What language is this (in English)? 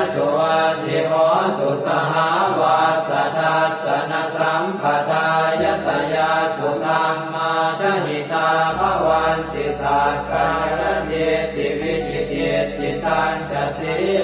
Pali